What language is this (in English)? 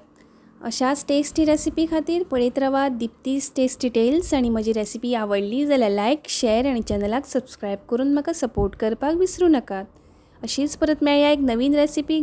Konkani